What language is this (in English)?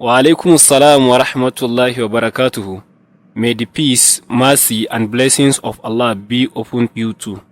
Hausa